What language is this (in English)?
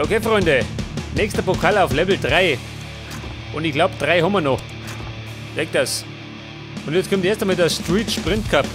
Bavarian